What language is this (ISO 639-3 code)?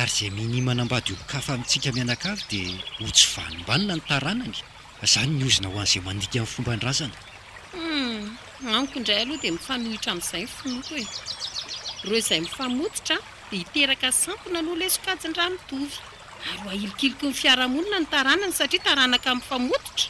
mlg